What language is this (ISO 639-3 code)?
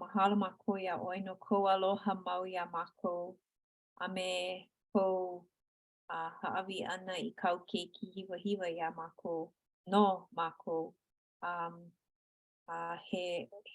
haw